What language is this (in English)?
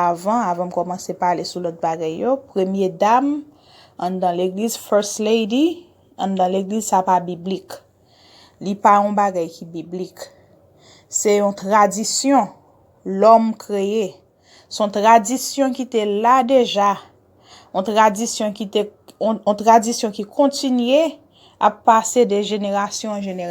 Haitian Creole